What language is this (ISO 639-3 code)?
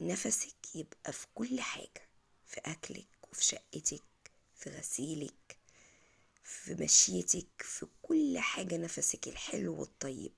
arz